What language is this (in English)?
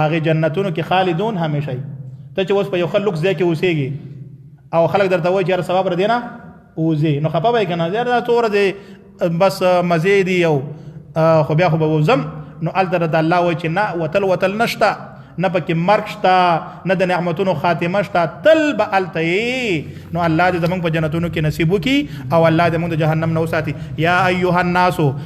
Pashto